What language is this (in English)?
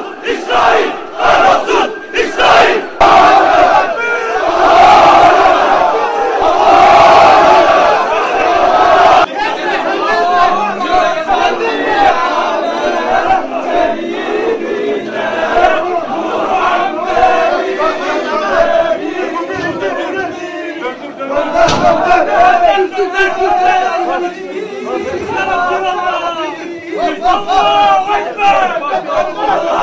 Turkish